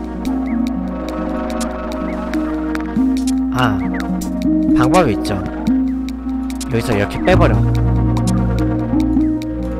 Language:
Korean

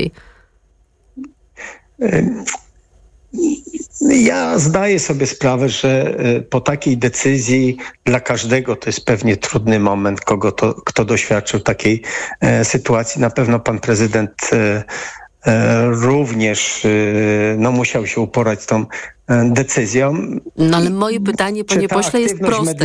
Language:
Polish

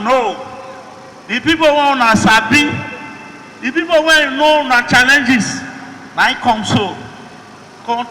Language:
Nigerian Pidgin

